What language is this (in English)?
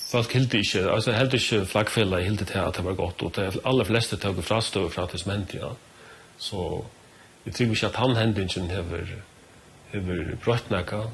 Faroese